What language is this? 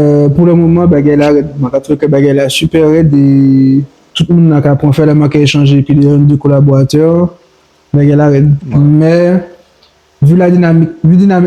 Guadeloupean Creole French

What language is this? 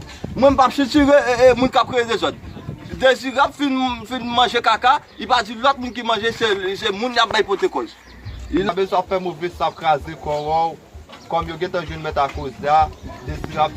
Haitian Creole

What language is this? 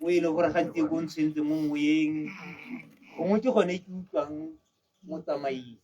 Tswana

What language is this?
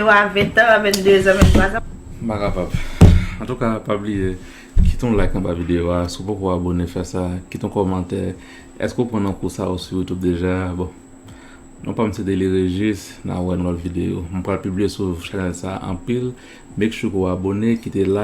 Haitian Creole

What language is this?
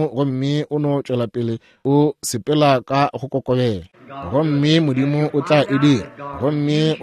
Northern Sotho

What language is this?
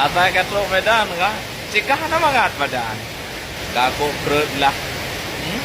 Achinese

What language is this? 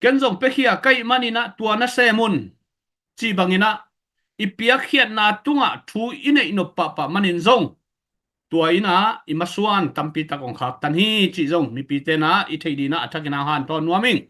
Tedim Chin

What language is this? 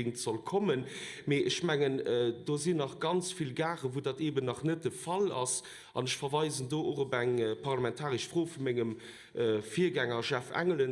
Luxembourgish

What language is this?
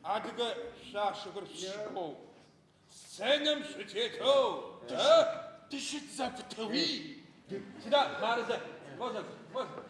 Adyghe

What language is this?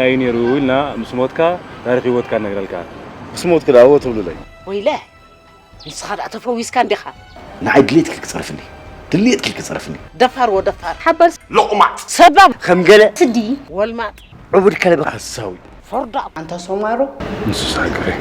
Tigrinya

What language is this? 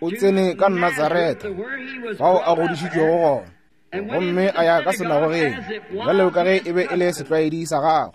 Northern Sotho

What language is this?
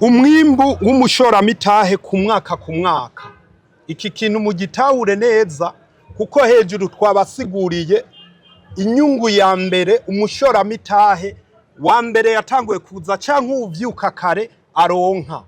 Rundi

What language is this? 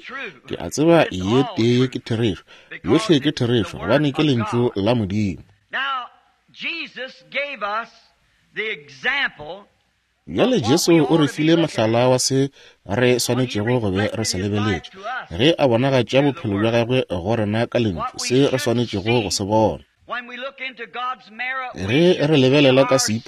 Northern Sotho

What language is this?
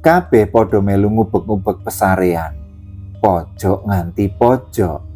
Javanese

